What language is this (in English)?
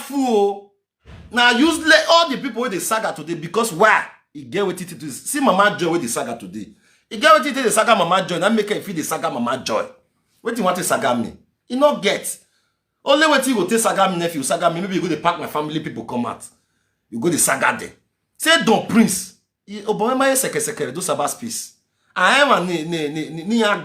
Nigerian Pidgin